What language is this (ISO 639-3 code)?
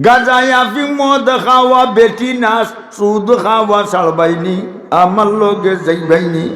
syl